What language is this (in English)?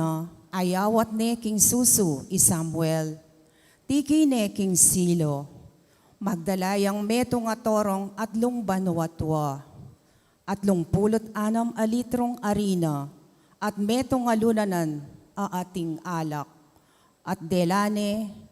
Pampanga